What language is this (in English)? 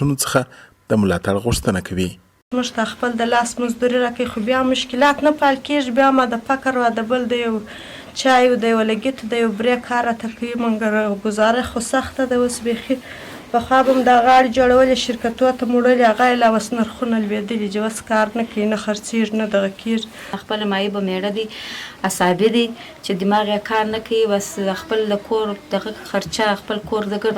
Pashto